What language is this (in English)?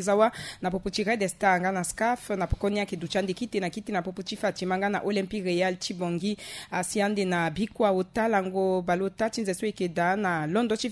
Sango